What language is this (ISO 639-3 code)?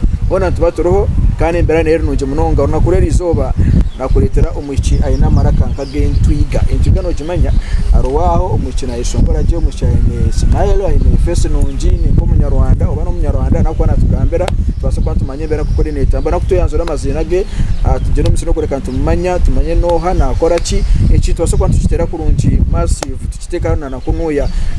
nyn